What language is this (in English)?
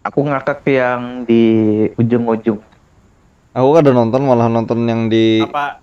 Banjar